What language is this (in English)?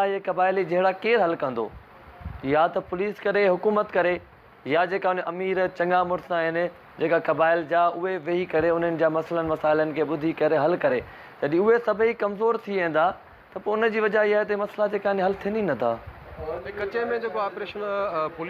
Sindhi